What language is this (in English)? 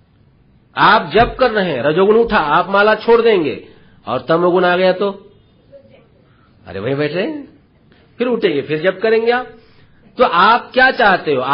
Hindi